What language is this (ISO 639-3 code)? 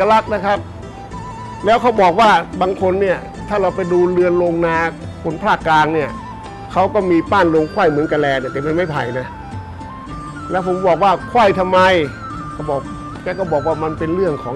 tha